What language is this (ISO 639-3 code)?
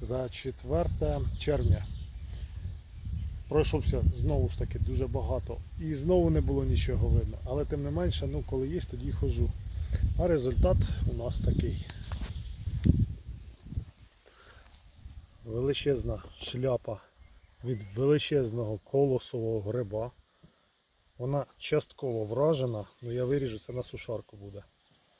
ukr